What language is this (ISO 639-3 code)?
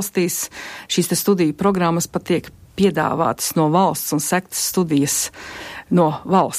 lav